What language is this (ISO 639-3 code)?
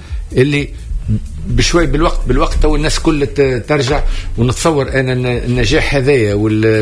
aeb